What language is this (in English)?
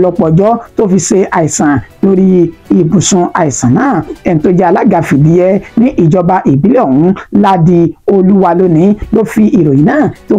Yoruba